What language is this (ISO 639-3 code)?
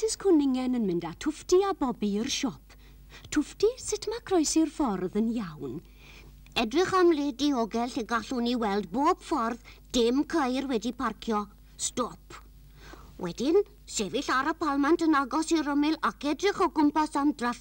cym